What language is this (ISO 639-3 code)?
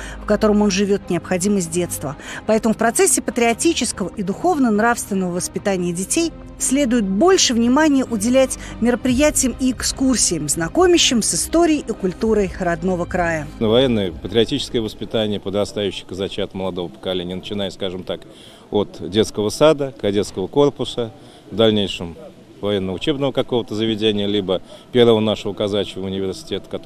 rus